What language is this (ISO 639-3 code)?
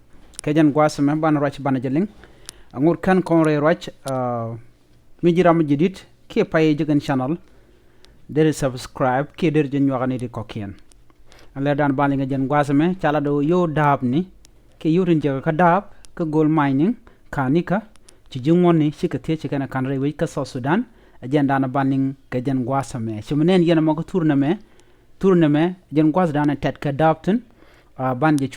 nus